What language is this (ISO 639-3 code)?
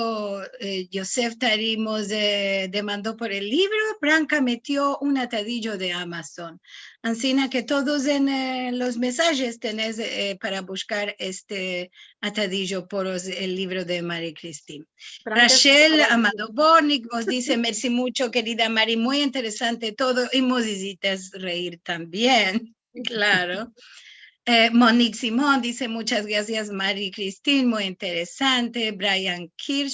lad